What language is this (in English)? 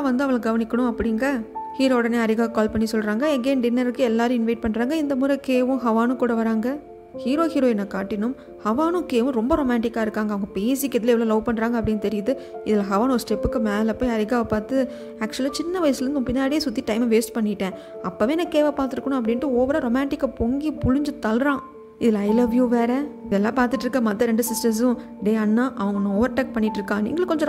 Tamil